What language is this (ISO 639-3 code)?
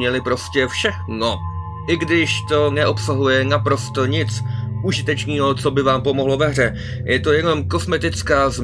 ces